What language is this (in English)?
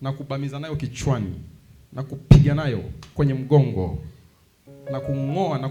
Swahili